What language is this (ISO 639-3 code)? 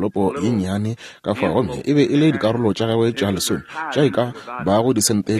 nso